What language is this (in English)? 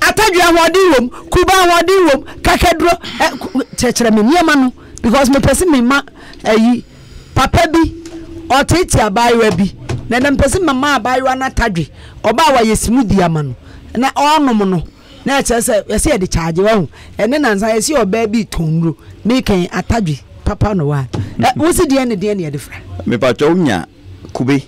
Akan